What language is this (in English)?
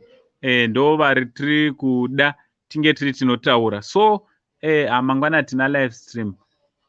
Shona